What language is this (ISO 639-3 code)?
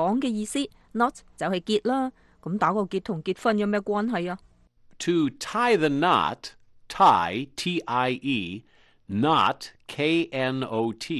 yue